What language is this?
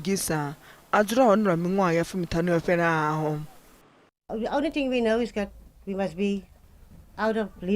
Venda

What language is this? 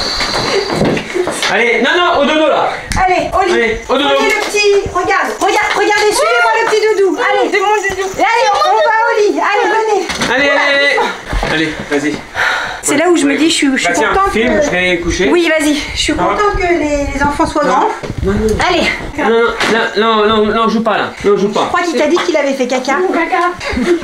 French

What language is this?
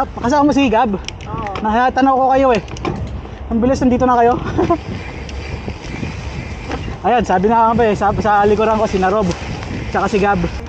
Filipino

